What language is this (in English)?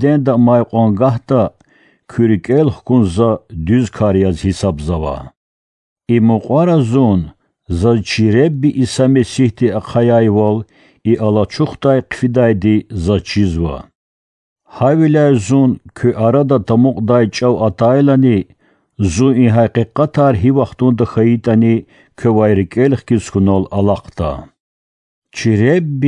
Lezghian